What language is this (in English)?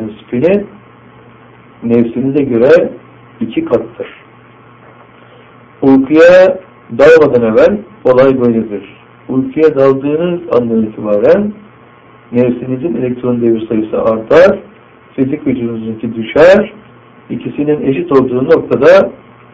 Turkish